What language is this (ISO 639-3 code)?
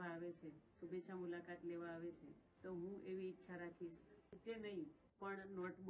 guj